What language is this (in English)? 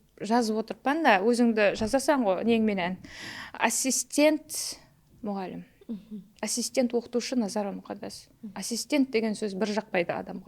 Kara-Kalpak